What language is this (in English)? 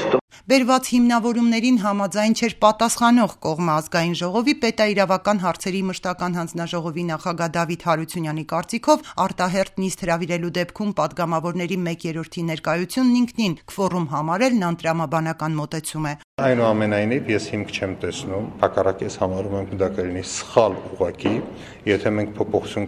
Armenian